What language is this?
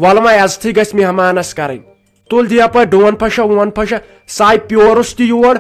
Kashmiri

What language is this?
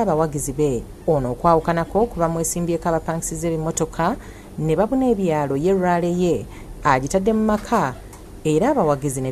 Ganda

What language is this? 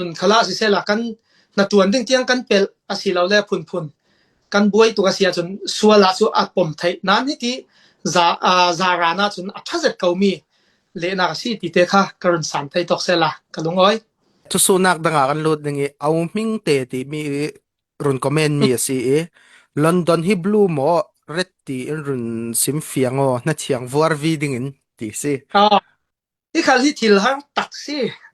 Falam Chin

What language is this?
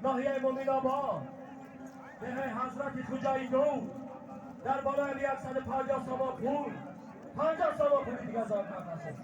Tajik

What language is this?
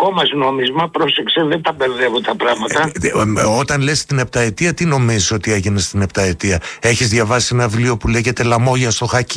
Greek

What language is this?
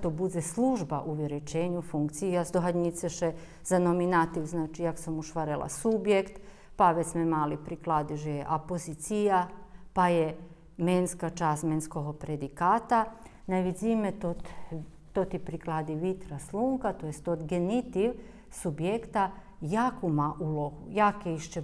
Rusyn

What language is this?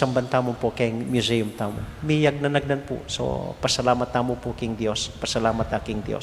Pampanga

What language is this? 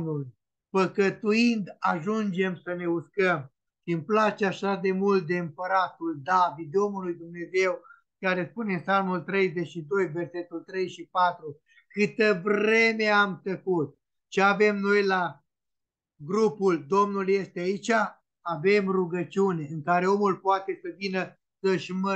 Romanian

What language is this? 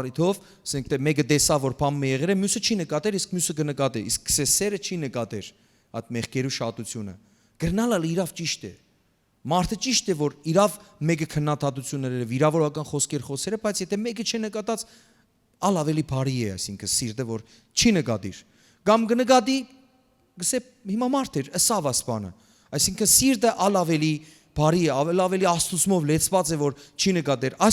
Western Armenian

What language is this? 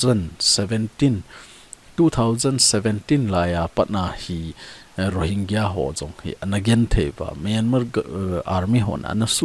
Thado Chin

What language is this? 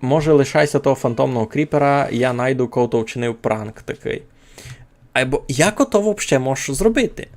Rusyn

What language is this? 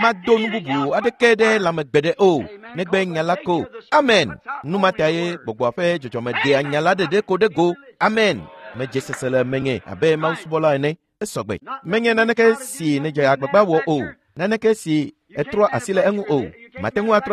Ewe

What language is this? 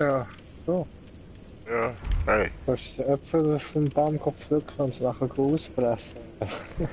Swiss German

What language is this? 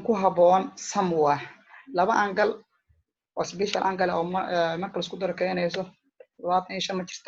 Somali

